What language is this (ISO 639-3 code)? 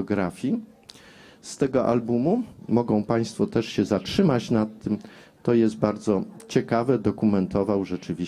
pol